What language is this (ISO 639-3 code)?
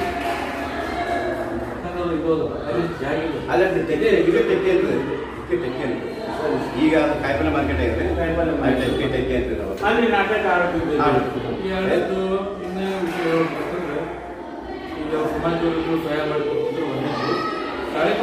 kan